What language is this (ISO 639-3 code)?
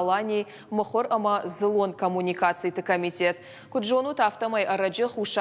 oss